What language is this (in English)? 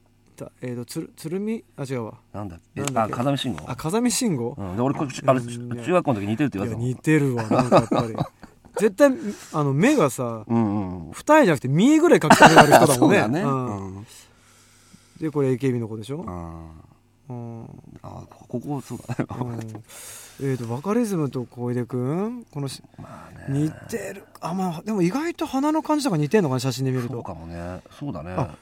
Japanese